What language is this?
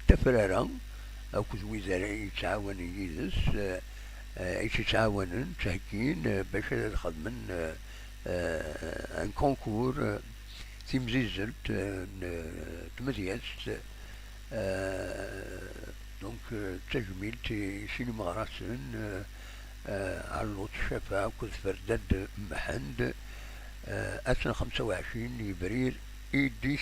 Kabyle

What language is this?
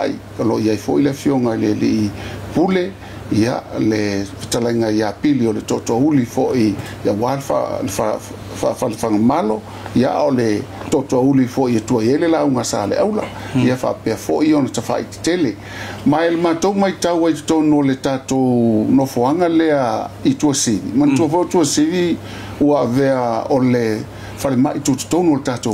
Samoan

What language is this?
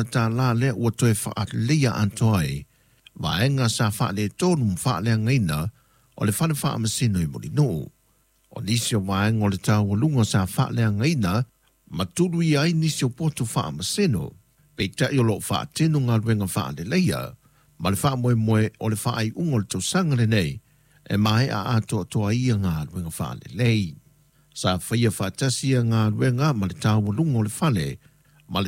Samoan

